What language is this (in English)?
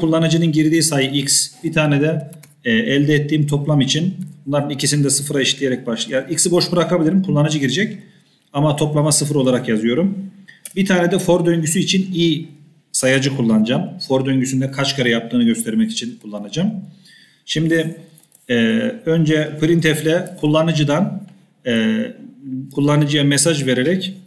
Turkish